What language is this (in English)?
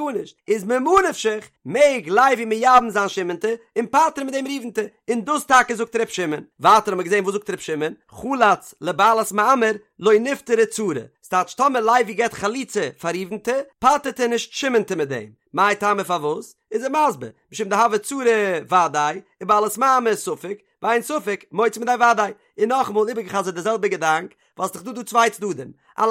Yiddish